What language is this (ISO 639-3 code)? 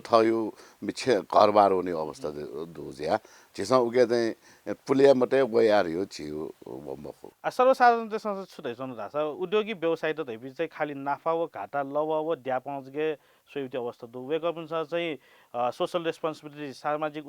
new